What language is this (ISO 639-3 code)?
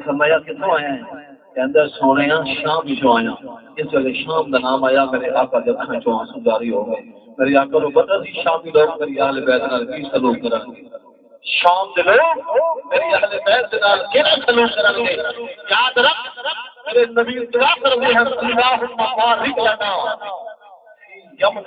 skr